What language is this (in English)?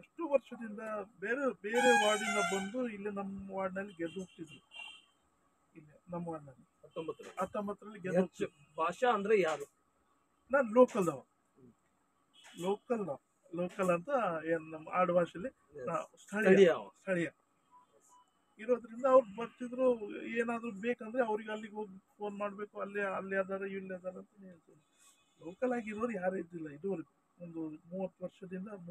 Kannada